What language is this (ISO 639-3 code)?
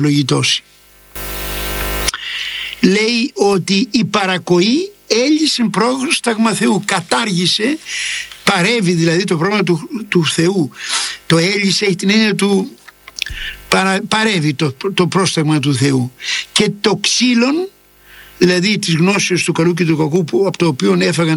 ell